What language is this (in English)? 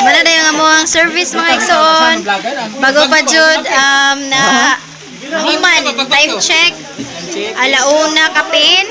Cebuano